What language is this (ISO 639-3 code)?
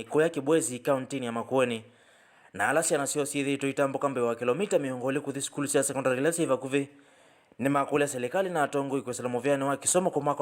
kam